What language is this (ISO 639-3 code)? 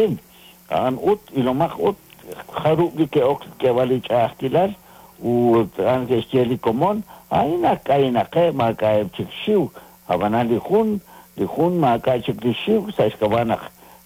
kek